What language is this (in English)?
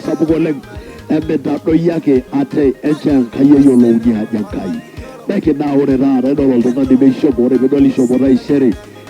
Masai